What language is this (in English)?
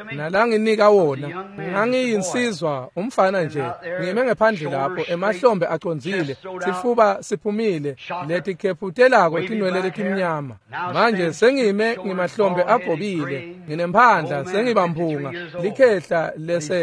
Swati